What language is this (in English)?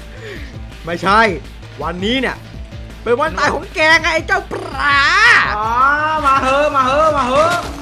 Thai